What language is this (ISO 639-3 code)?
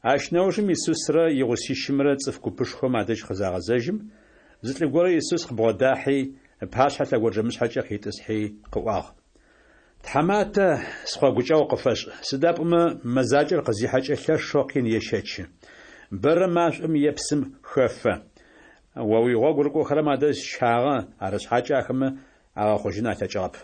ady